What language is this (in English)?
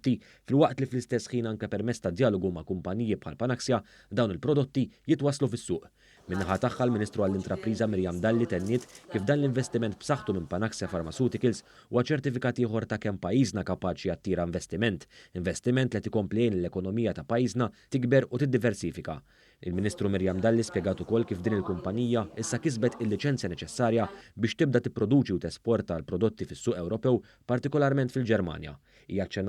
Maltese